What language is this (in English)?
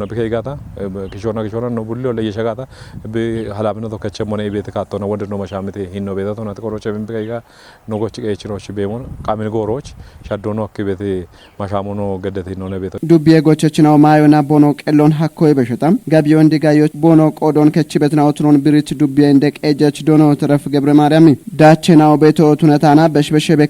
Kafa